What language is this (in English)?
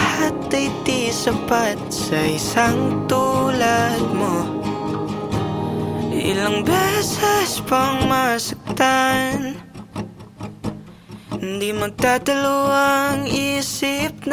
Filipino